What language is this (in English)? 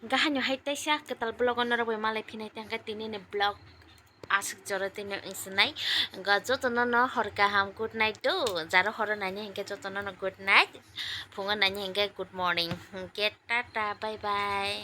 Kok Borok